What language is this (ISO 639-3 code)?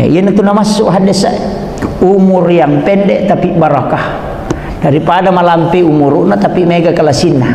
bug